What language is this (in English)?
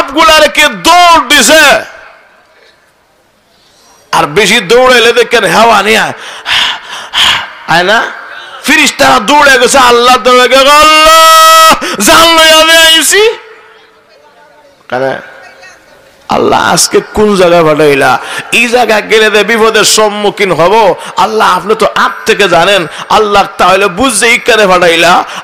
Bangla